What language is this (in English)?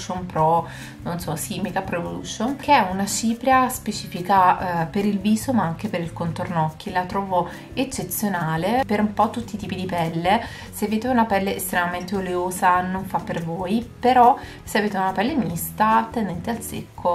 Italian